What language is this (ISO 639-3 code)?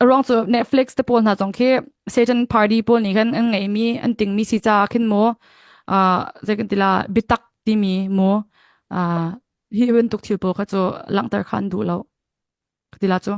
cnh